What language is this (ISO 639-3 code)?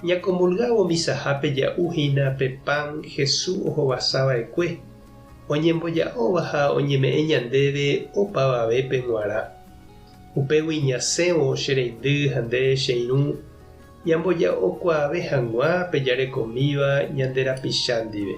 grn